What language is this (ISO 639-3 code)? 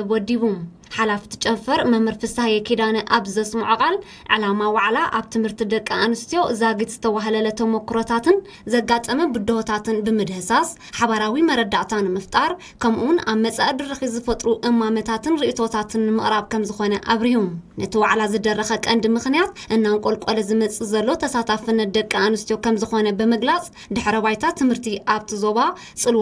tir